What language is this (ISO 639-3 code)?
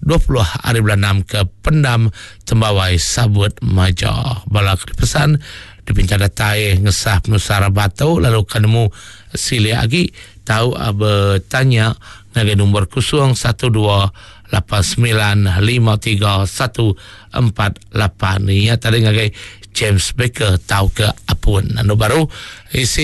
iba